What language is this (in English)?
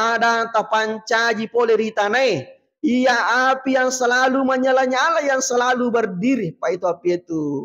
Buginese